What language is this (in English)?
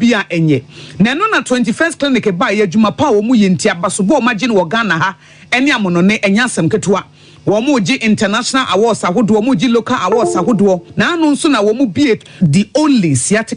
Akan